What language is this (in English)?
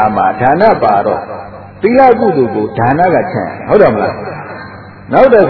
Burmese